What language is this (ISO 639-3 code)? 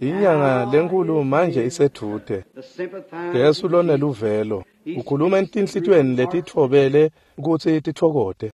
ssw